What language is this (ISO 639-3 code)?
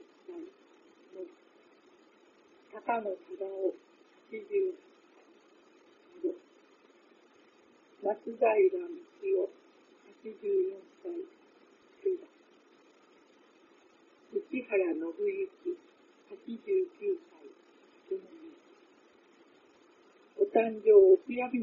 jpn